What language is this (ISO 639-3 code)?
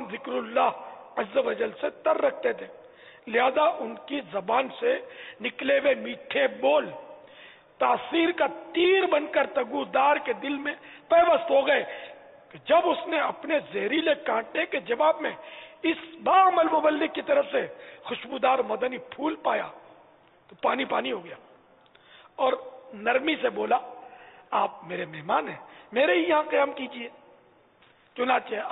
urd